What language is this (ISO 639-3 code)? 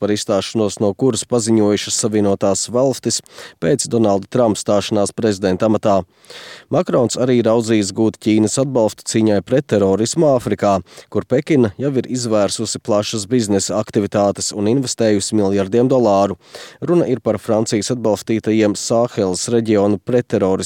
lav